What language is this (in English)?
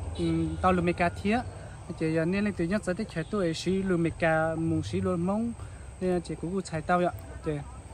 Hmong